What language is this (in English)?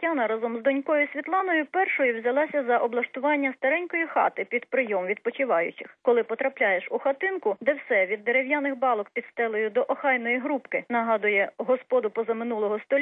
Ukrainian